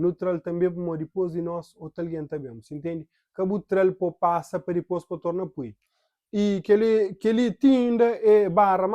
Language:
Kabuverdianu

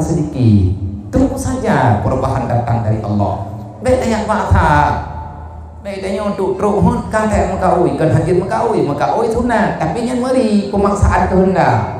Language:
Achinese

